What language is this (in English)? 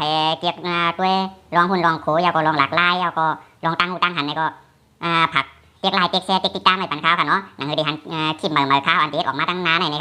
Shan